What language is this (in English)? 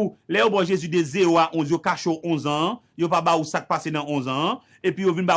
Haitian Creole